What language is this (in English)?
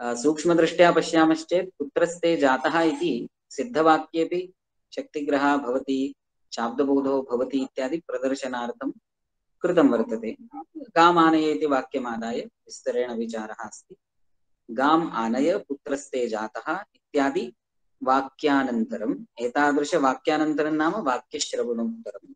Sanskrit